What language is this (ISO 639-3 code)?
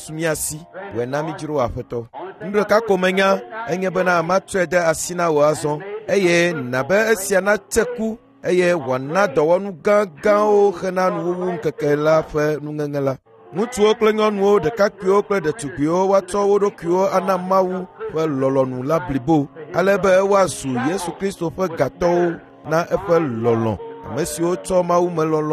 ewe